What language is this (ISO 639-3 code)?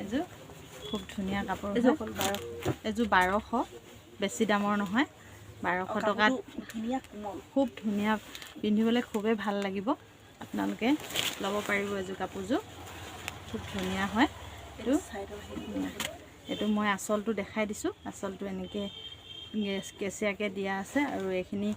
asm